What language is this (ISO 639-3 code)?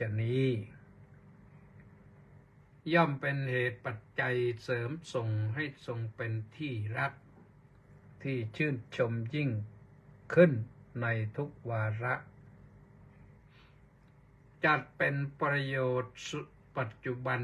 tha